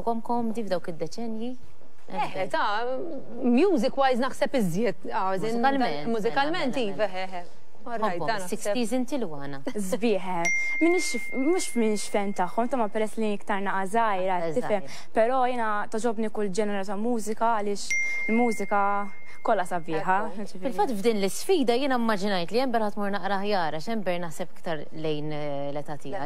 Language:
Maltese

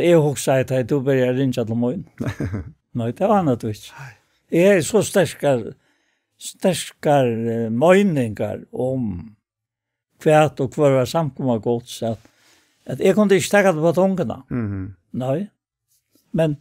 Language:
Faroese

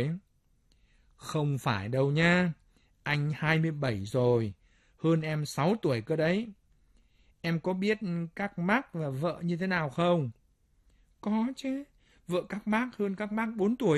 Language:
Vietnamese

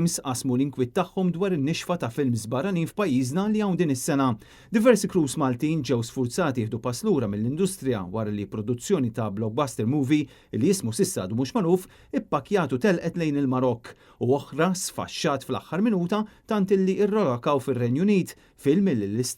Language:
Maltese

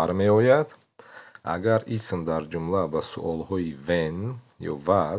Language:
Tajik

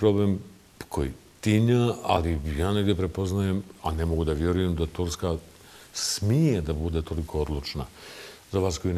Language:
Bosnian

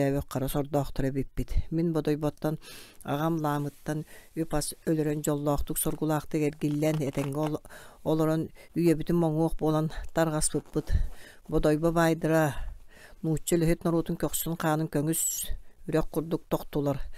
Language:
Yakut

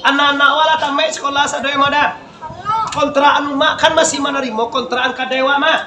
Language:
Minangkabau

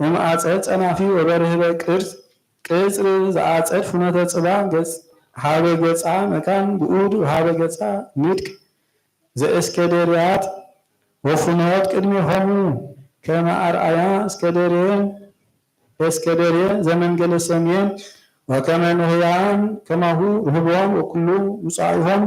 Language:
Geez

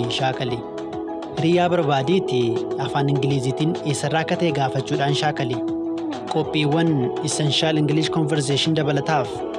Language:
Oromo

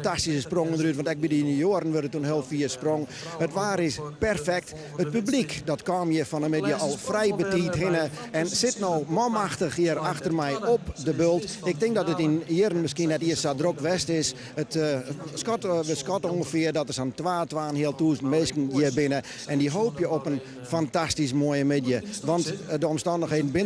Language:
Western Frisian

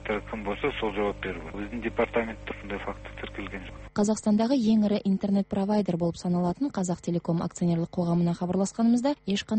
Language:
Kazakh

